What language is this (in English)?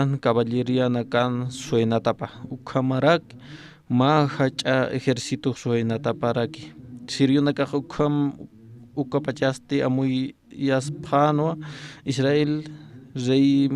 Aymara